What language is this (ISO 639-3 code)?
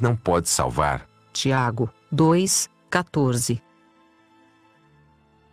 por